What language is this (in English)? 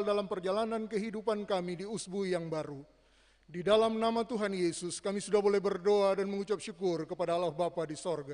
Ambonese Malay